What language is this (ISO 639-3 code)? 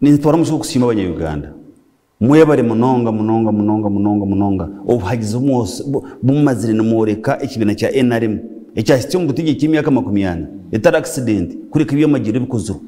nyn